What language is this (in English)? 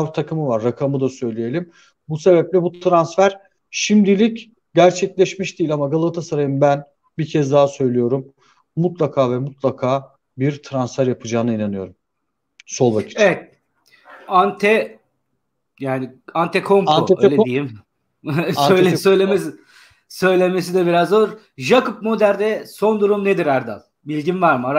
Turkish